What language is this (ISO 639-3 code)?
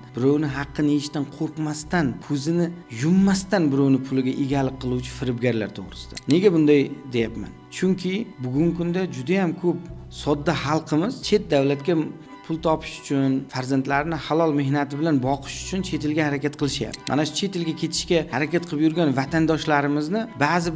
uzb